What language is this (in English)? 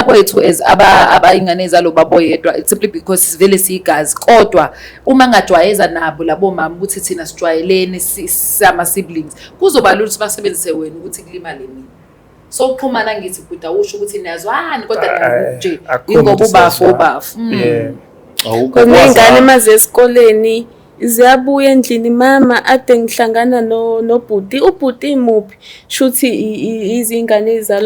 Zulu